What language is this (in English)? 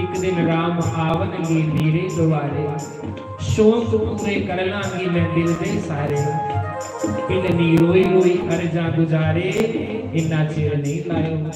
Dogri